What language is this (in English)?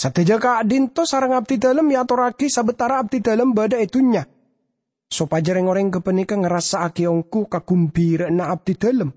Madurese